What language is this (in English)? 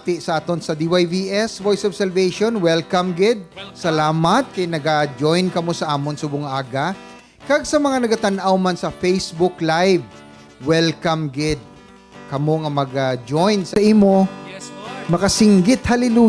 Hiligaynon